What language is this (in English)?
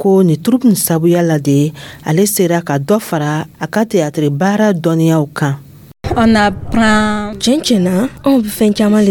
Dyula